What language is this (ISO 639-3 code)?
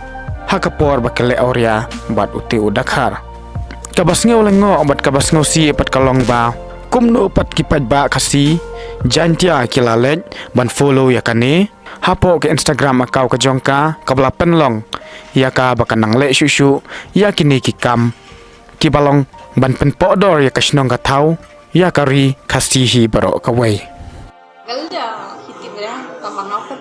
kha